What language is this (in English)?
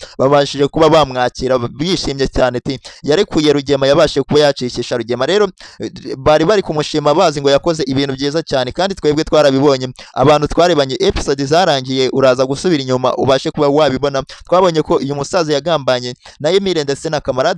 Kinyarwanda